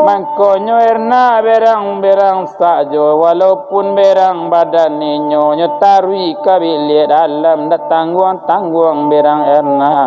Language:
Minangkabau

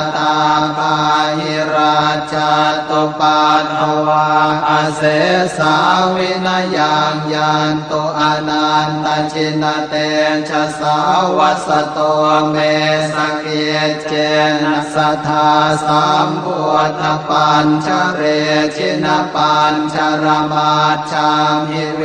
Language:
Pali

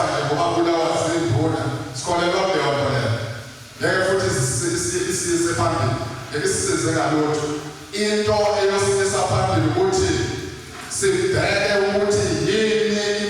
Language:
Zulu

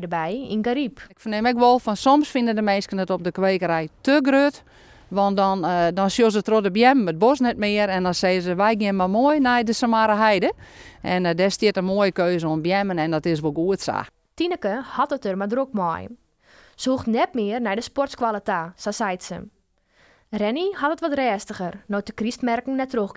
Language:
Western Frisian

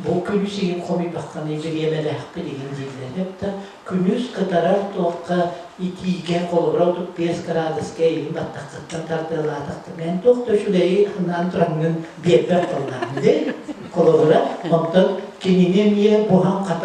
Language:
Yakut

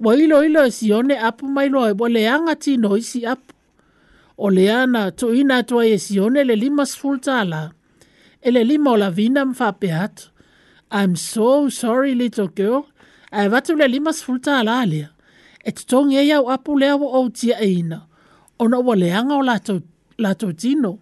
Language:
Samoan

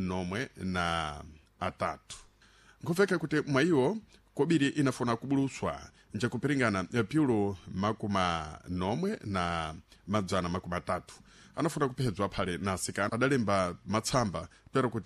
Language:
Sena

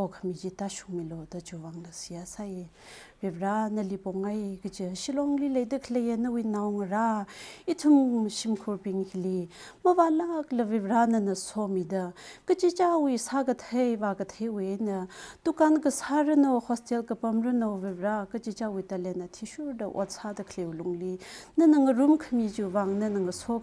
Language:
Tangkhul Naga (India)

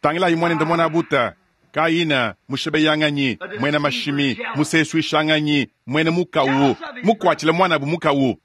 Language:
Luba-Lulua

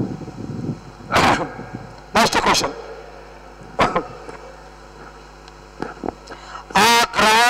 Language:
Telugu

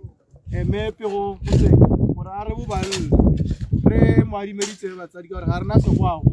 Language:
Tswana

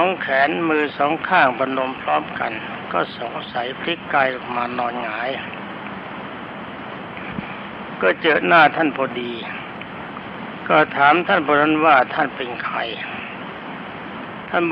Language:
Thai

